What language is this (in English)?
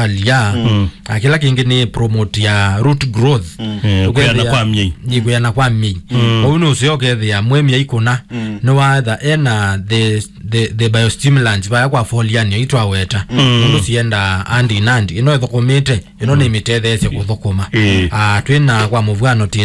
Kamba